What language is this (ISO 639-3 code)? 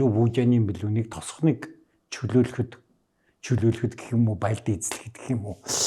mon